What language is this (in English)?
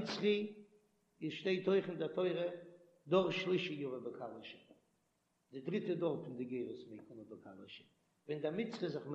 Yiddish